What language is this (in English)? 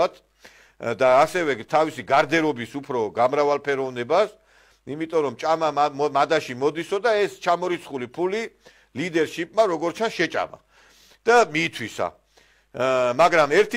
Georgian